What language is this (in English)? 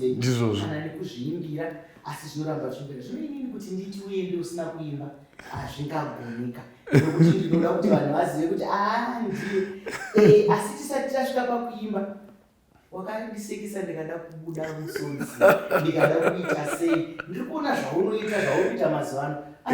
Shona